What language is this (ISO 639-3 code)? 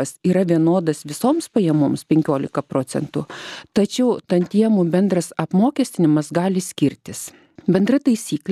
lit